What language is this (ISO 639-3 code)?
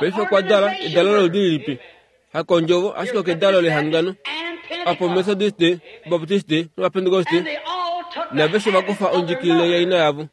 kua